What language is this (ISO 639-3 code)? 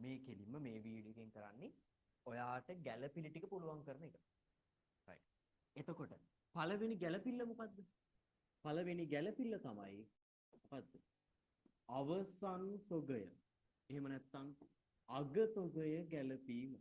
sin